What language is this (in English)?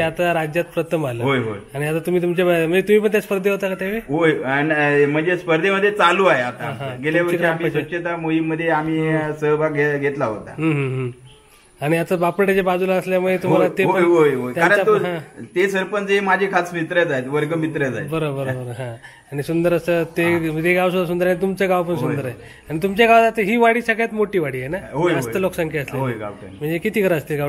Marathi